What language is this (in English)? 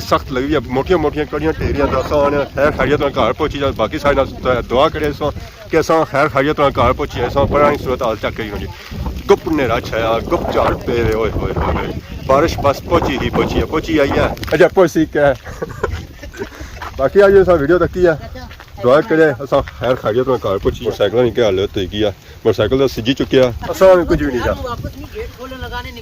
Pahari-Potwari